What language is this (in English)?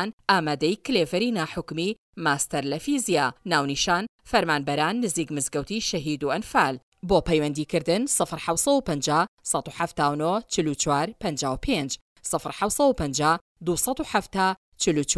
Central Kurdish